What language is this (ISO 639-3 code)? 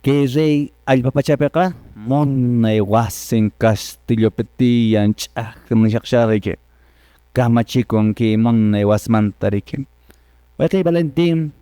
que